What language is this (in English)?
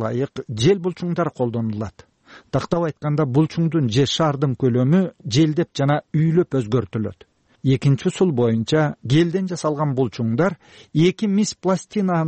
Kyrgyz